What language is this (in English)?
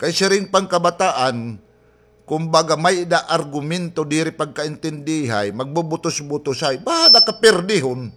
Waray